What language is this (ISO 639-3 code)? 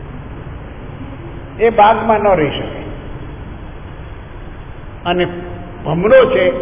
guj